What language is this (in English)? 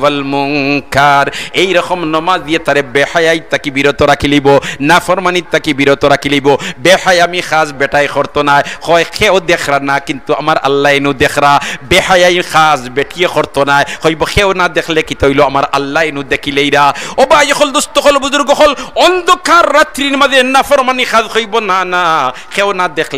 Sylheti